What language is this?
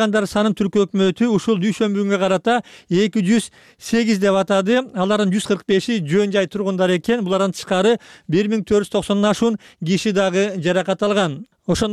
Kyrgyz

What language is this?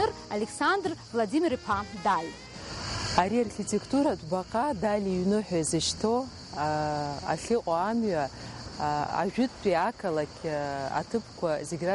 Abkhazian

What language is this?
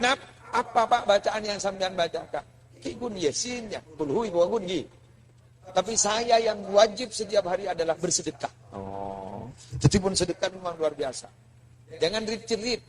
Madurese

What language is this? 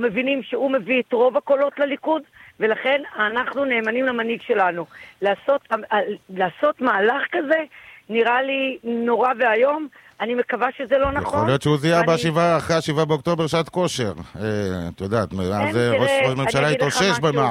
Hebrew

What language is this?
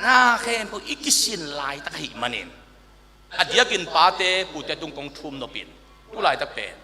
Tedim Chin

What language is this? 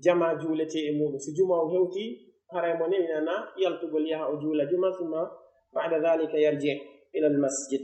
Pular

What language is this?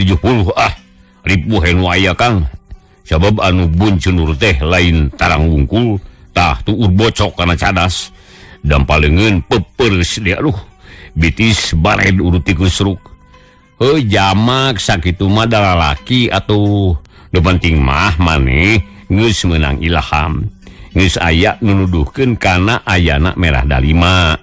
Sundanese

